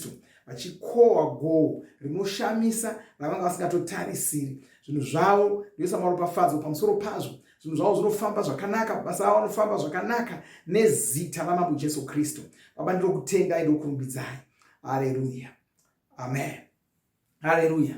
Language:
Shona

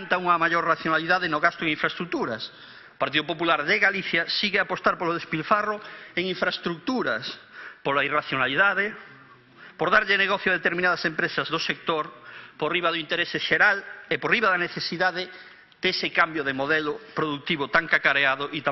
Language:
Galician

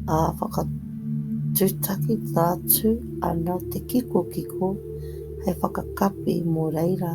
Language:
Māori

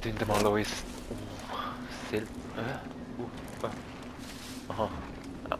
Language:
Swiss German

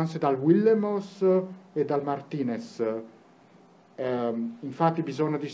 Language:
Italian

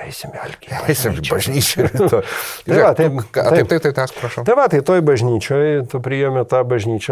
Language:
Lithuanian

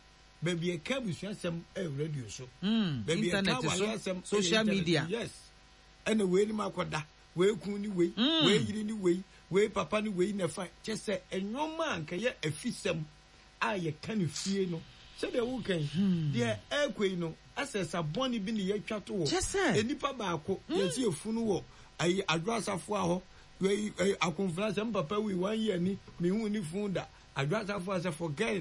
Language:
Akan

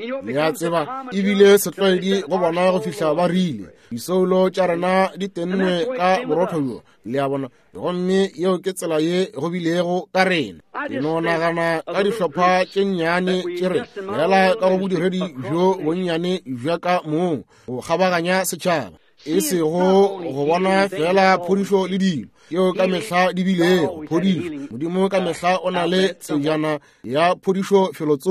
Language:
Northern Sotho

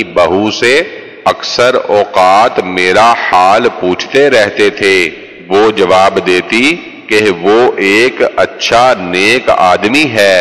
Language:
Urdu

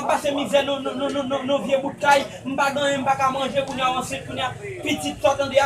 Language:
Haitian Creole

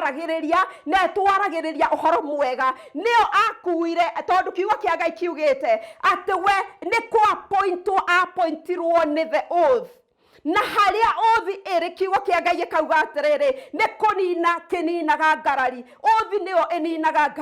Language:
Kikuyu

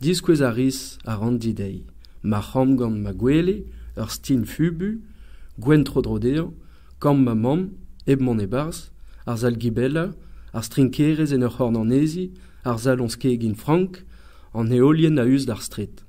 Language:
Breton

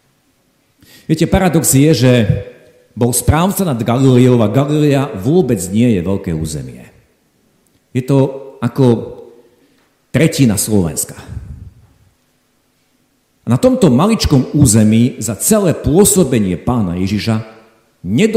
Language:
Slovak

